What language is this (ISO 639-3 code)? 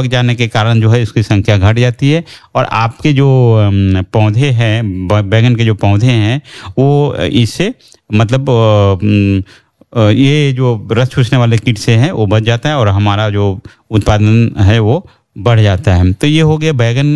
hin